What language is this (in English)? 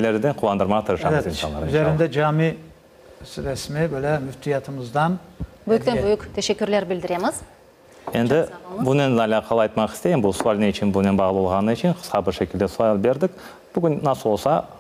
Crimean Tatar